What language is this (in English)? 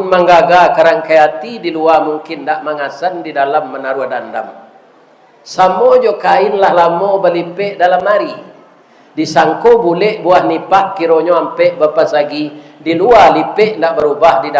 Minangkabau